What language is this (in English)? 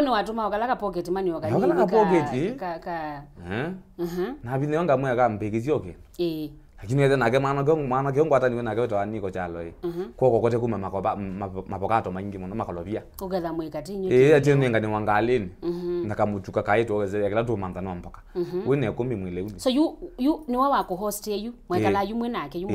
Kamba